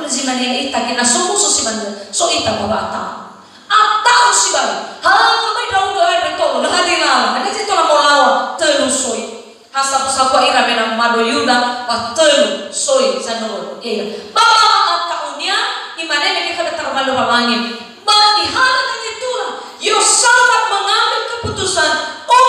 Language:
Nias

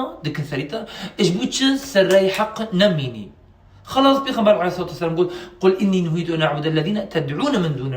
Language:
Kurdish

